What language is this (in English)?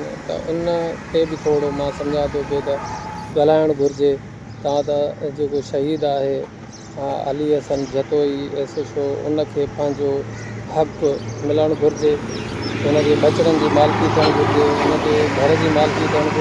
Sindhi